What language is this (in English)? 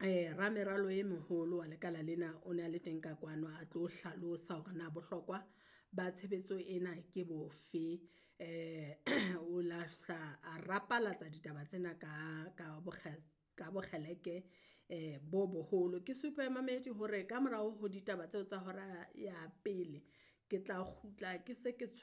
Southern Sotho